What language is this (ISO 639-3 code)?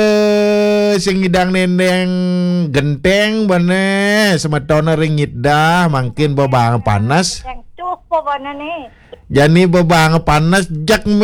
ban